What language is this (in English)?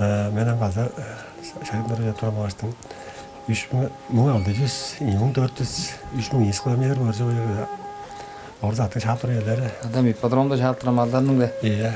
Tuvinian